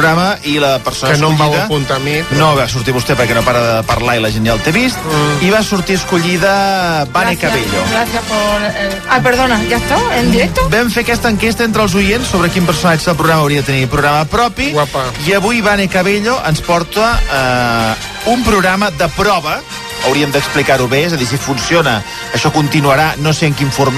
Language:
Catalan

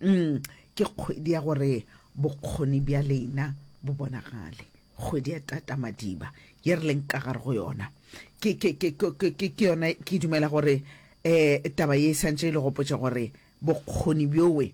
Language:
Northern Sotho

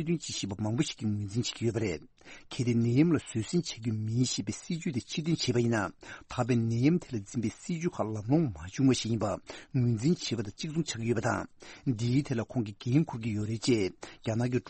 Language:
Tibetan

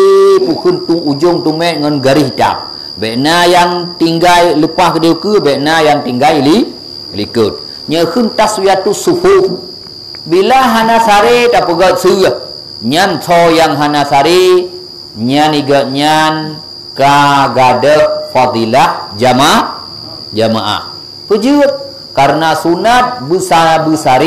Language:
Achinese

